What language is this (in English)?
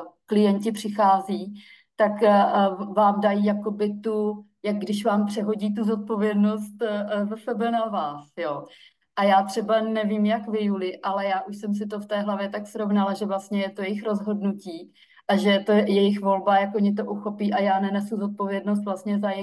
Czech